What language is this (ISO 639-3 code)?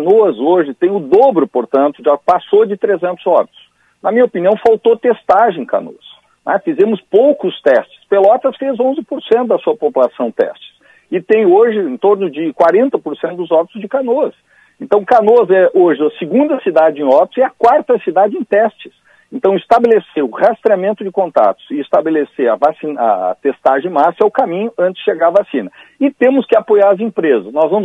por